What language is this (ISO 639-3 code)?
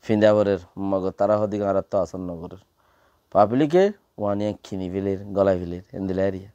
rhg